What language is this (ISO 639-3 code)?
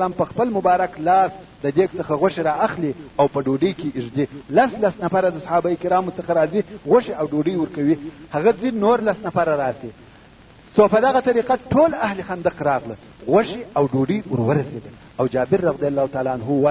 pus